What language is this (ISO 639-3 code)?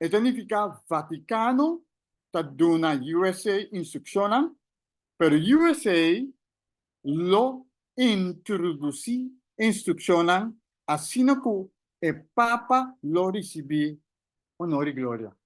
pap